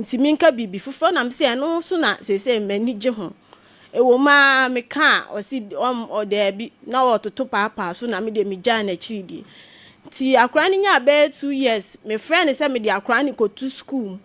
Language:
Akan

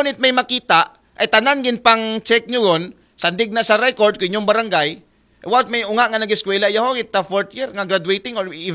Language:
Aklanon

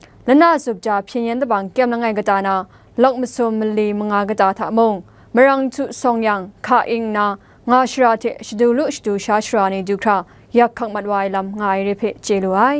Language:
Kachin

